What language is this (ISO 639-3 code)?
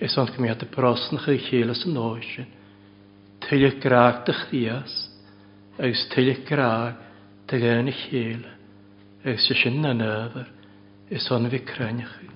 cym